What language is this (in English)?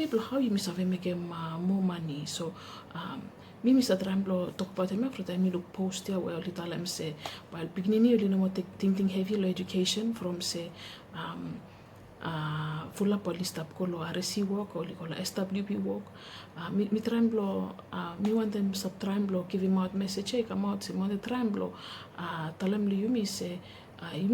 Bislama